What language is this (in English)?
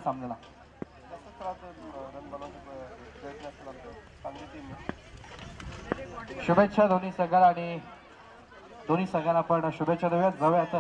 Marathi